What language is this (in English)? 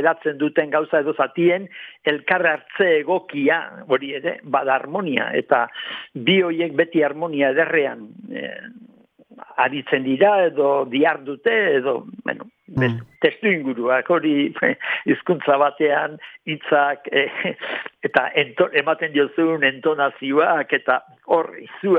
Basque